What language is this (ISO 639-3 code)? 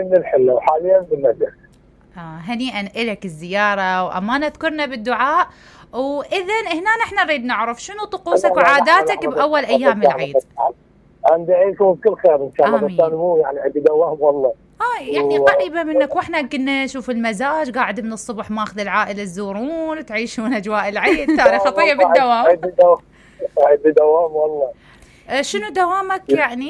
acm